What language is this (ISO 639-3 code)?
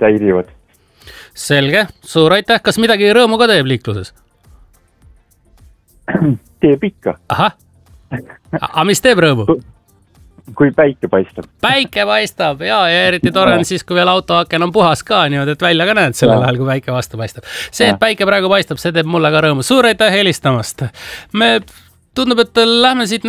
est